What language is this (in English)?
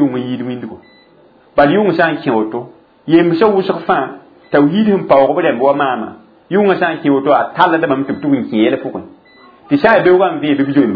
Mossi